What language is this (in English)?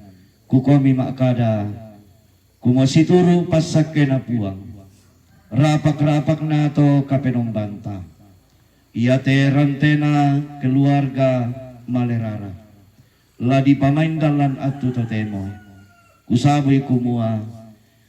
Toraja-Sa'dan